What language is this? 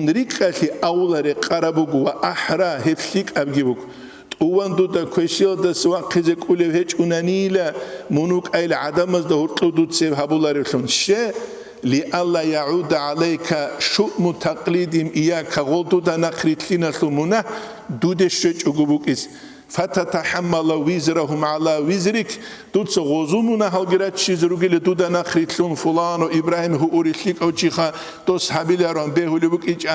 Avaric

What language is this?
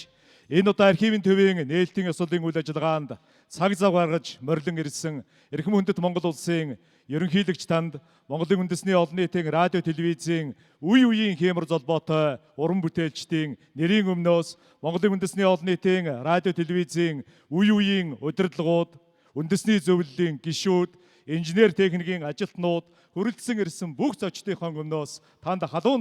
Mongolian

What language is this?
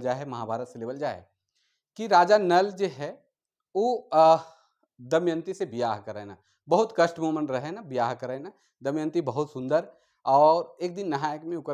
Sadri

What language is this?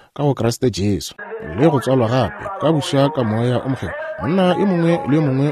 Northern Sotho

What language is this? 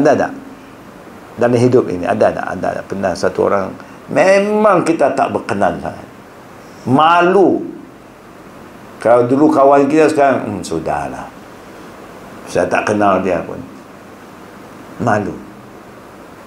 Malay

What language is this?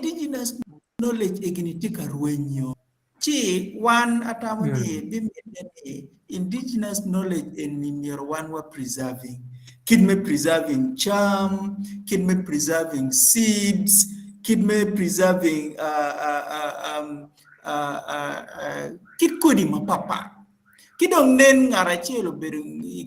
Acoli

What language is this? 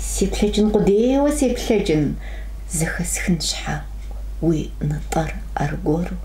Kabardian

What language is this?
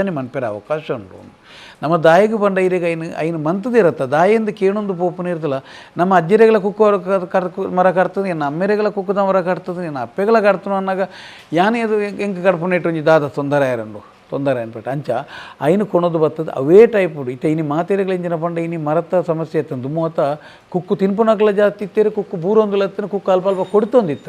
Tulu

